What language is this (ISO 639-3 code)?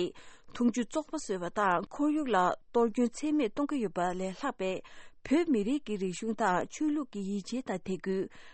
bod